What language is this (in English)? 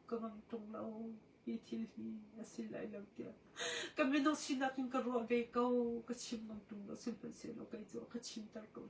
Hakha Chin